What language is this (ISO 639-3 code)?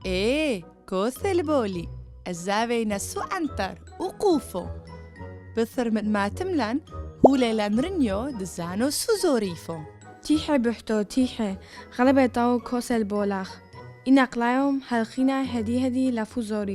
tru